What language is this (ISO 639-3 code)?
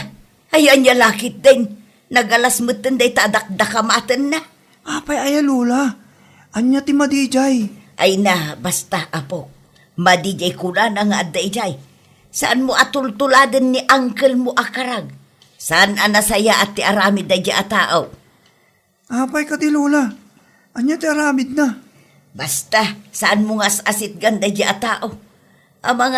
ilo